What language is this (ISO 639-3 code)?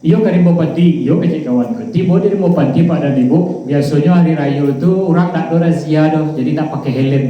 min